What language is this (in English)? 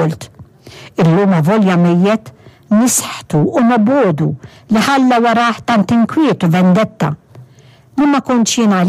Maltese